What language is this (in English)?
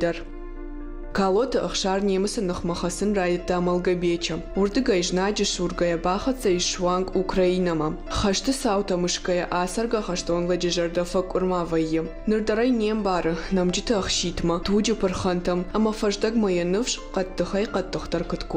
Ossetic